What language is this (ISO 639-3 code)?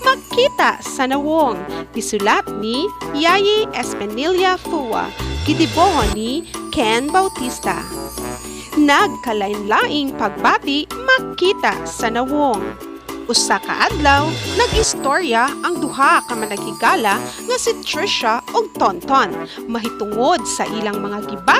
ceb